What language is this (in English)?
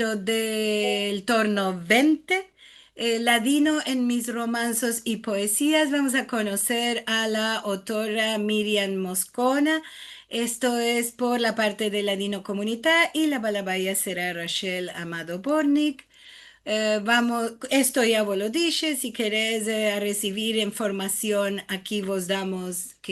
Ladino